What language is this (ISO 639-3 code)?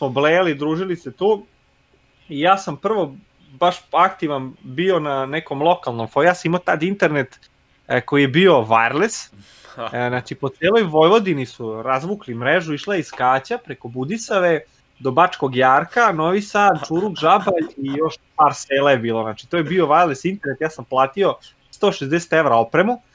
srp